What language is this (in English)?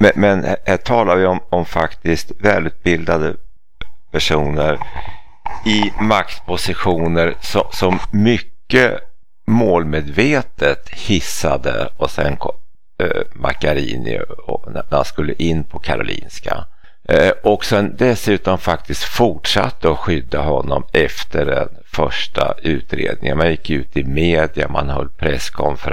Swedish